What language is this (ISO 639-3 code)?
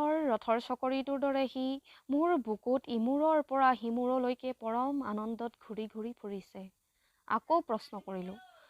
asm